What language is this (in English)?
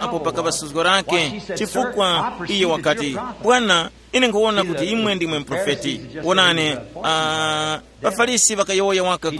Tumbuka